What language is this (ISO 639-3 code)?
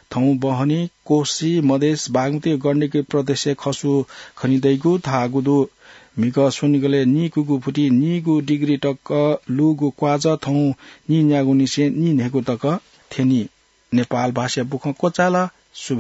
new